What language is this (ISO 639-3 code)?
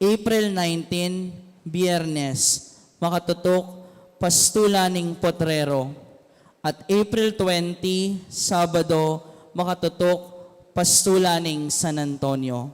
pam